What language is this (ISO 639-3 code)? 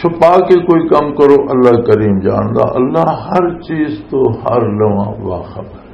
lah